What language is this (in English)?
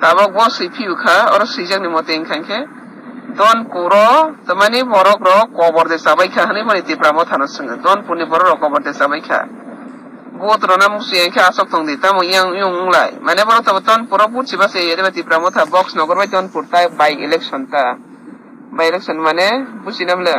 Kok Borok